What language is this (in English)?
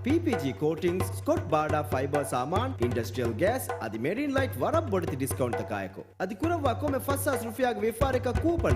Divehi